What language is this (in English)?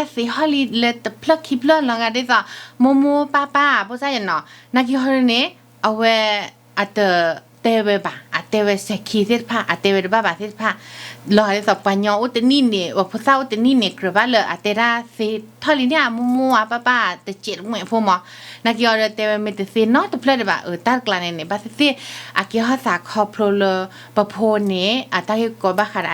S'gaw Karen